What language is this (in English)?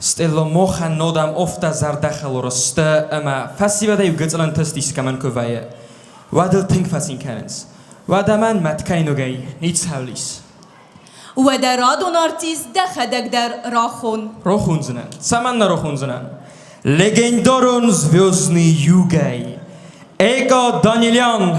Ossetic